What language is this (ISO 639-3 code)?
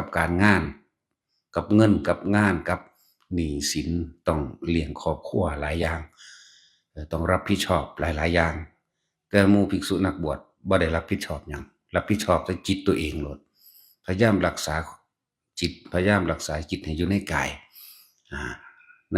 tts